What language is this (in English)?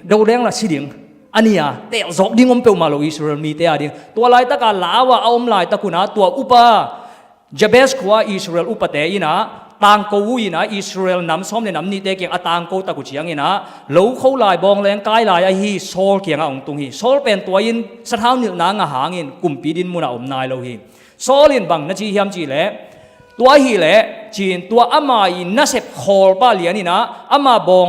Tedim Chin